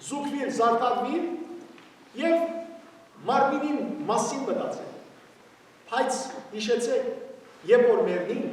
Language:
Western Armenian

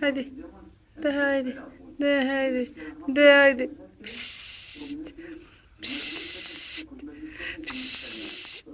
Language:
Kurdish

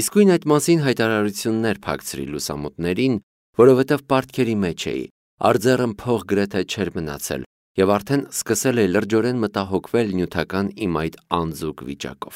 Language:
Armenian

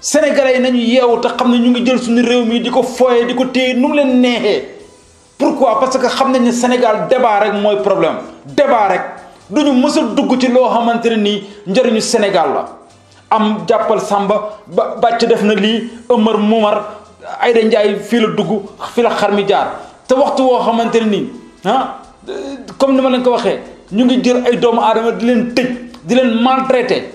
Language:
Wolof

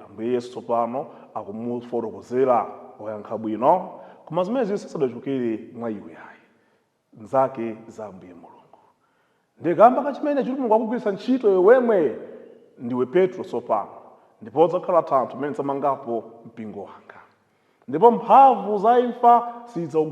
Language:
Nyanja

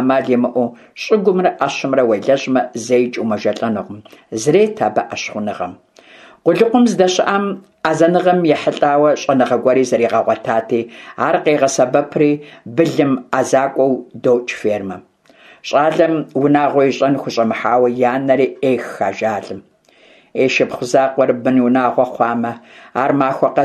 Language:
Kabardian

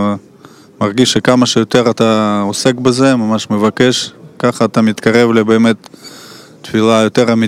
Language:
Hebrew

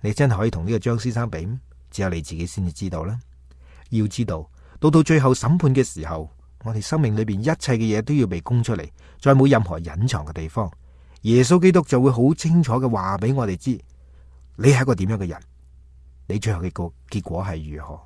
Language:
Cantonese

